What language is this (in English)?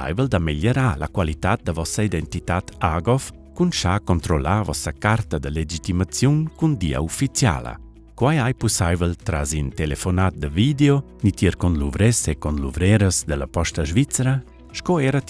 Romansh